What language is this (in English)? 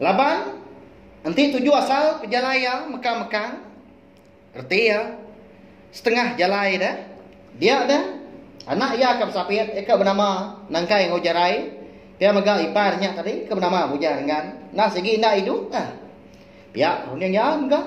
Iban